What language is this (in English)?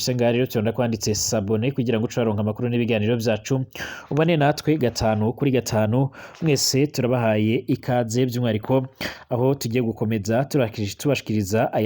Rundi